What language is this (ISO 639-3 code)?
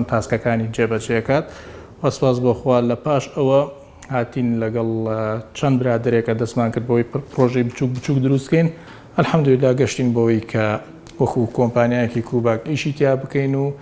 ckb